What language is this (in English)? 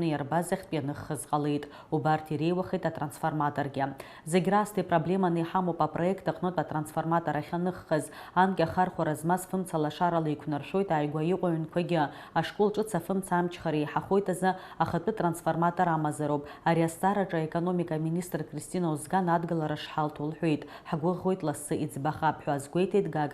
Abkhazian